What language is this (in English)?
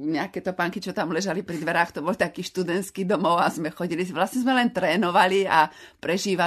Slovak